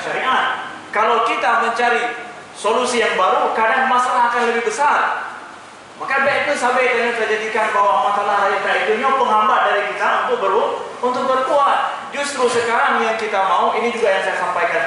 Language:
Achinese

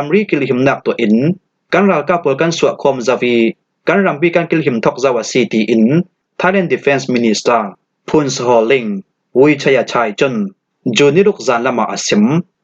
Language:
Falam Chin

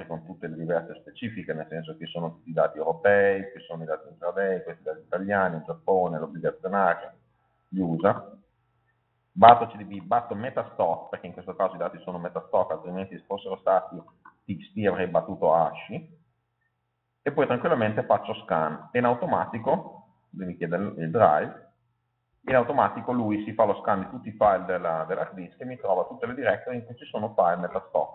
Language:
Italian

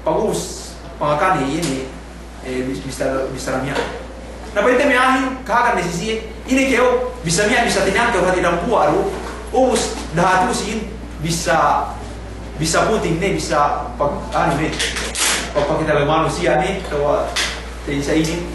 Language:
Yakan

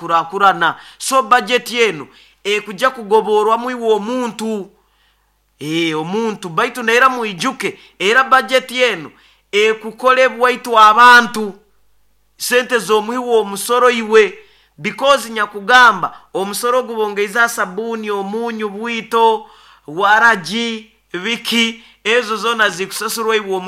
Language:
Nyoro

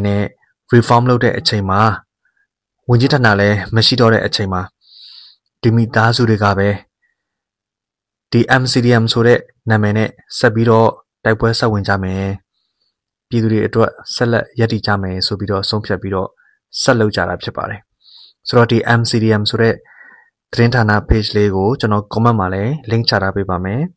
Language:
Burmese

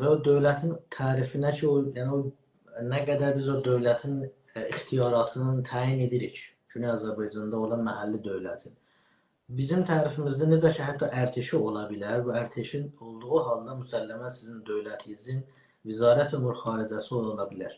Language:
South Azerbaijani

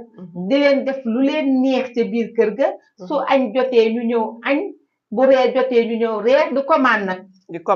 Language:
Wolof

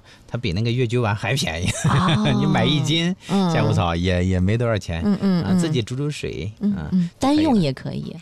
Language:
Chinese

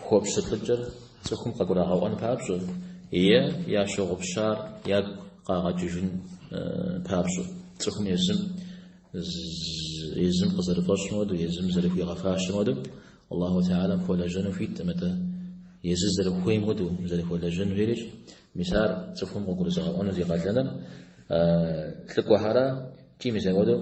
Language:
Kabardian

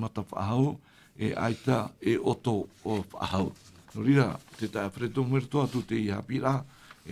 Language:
Tahitian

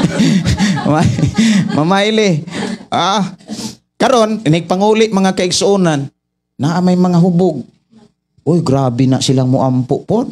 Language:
Cebuano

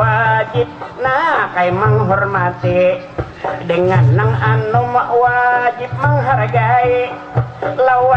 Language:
Banjar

